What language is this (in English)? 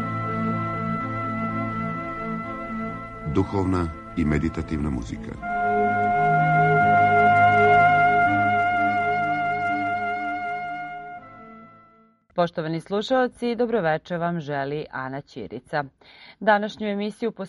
Serbian